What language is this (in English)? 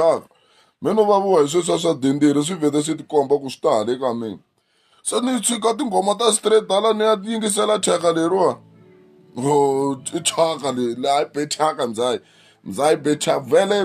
Tsonga